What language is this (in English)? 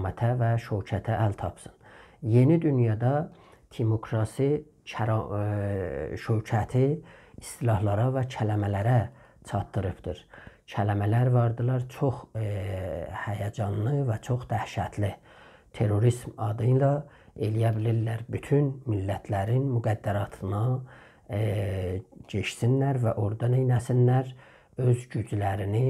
South Azerbaijani